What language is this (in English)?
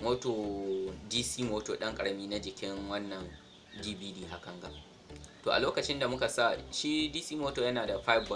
Hausa